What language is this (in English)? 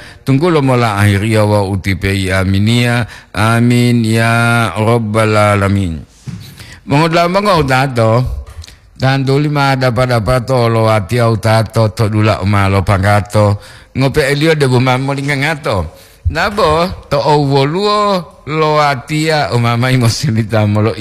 Gorontalo